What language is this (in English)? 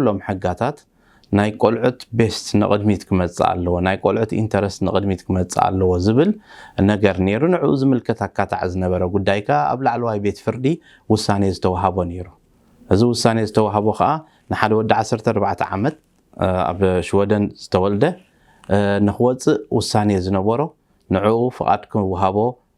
Tigrinya